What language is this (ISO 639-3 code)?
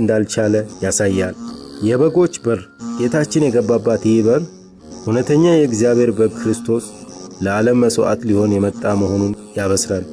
amh